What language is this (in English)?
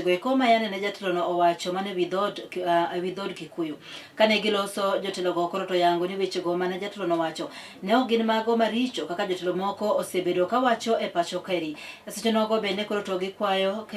Luo (Kenya and Tanzania)